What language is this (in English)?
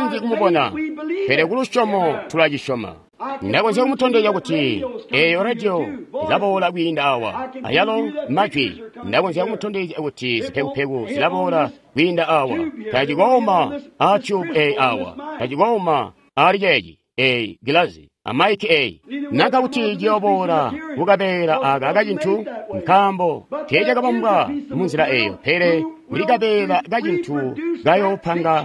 Tonga (Zambia)